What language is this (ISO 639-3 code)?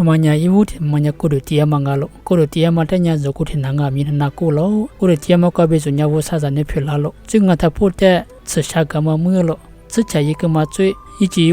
lis